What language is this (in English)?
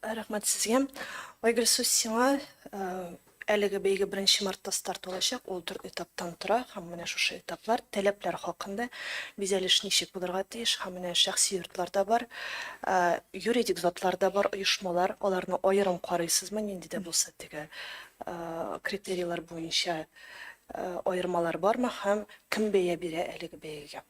Tatar